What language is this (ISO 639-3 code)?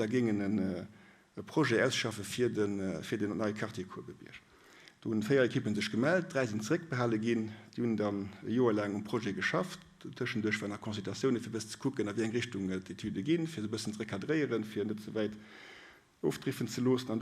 ltz